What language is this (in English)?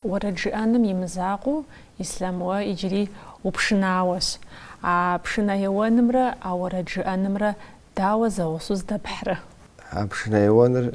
Kabardian